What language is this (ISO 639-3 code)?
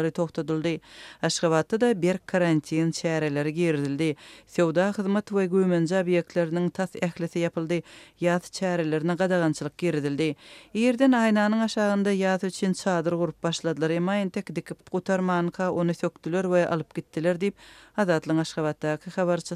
tuk